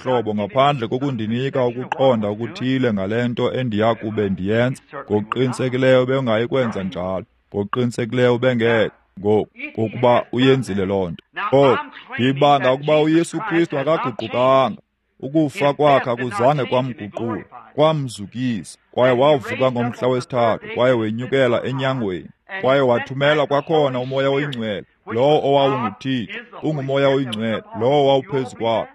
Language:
Xhosa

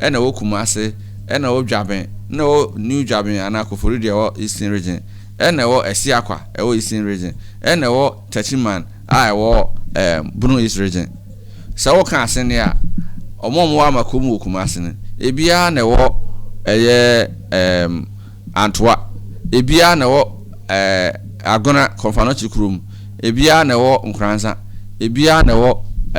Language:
Akan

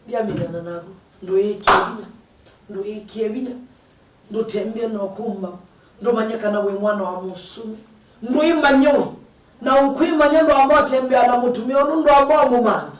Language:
Kamba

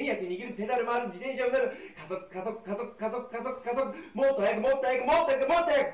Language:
Japanese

